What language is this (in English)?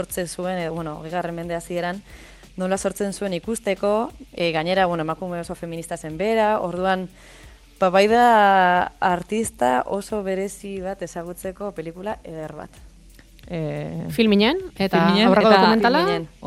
Basque